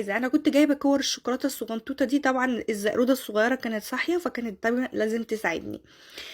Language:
Egyptian Arabic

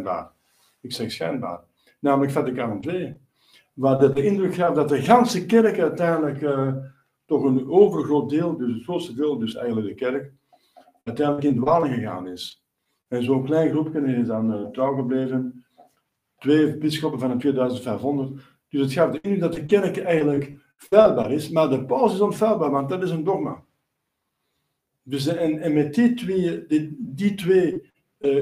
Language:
Dutch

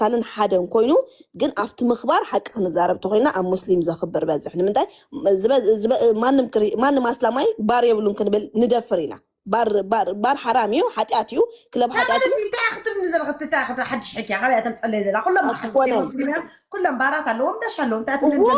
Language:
Tigrinya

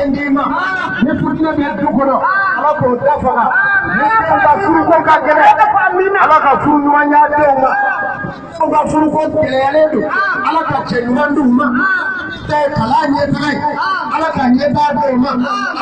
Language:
Bambara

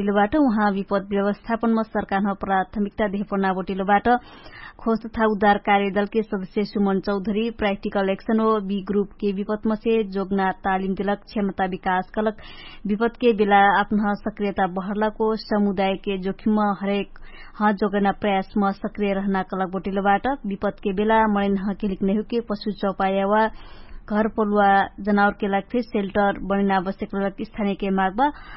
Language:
Dangaura Tharu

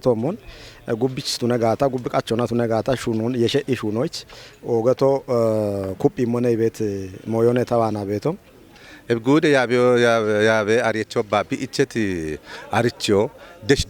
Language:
Kafa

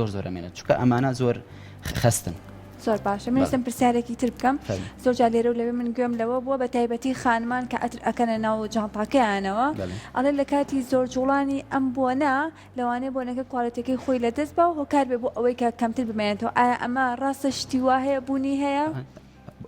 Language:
Central Kurdish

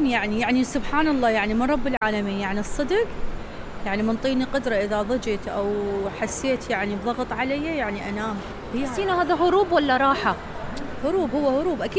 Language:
Mesopotamian Arabic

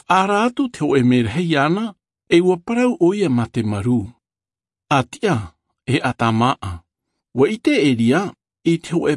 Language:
Tahitian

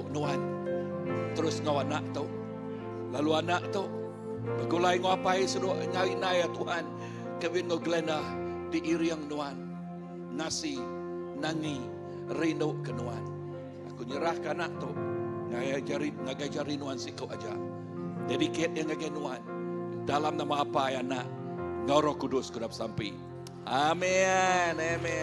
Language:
Iban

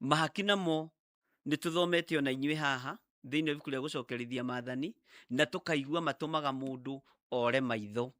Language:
Kikuyu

